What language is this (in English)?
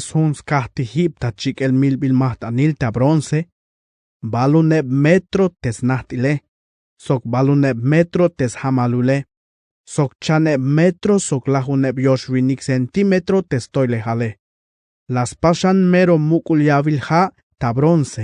Tzeltal